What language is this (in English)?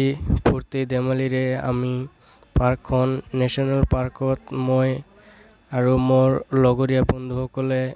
Assamese